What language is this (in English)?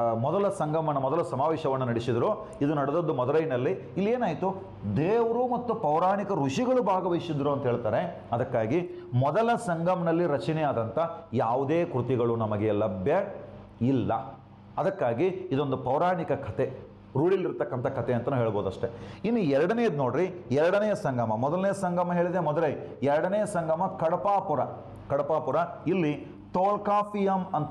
Kannada